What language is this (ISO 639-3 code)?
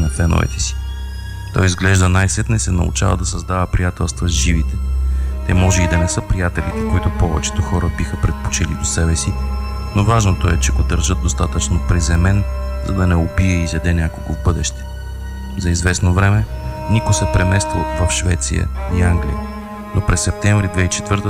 bul